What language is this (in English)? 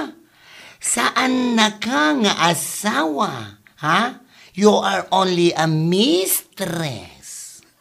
Iloko